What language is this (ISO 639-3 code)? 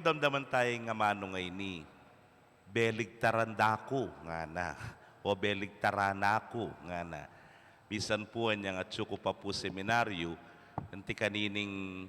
pam